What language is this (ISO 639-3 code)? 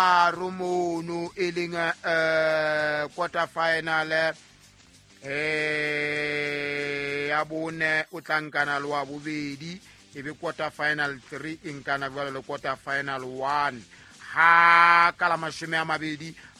sot